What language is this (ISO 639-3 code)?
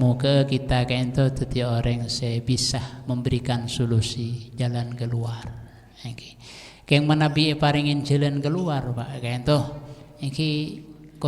mad